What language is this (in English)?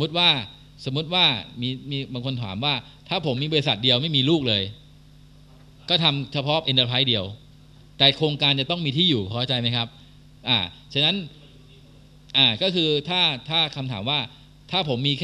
Thai